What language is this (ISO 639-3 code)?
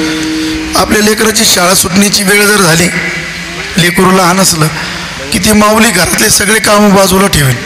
mar